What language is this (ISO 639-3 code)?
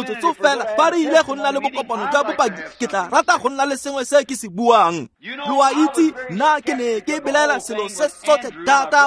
tsn